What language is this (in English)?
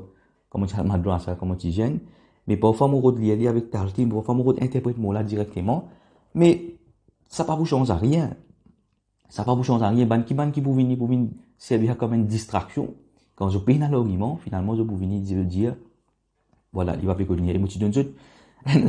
Morisyen